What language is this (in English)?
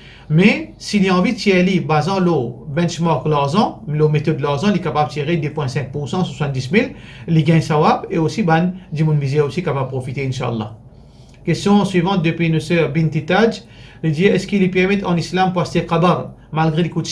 Morisyen